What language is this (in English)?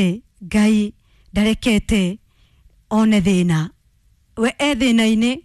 Kikuyu